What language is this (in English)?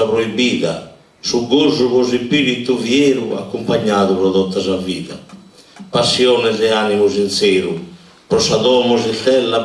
Sardinian